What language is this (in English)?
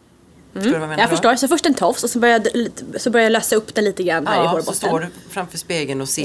Swedish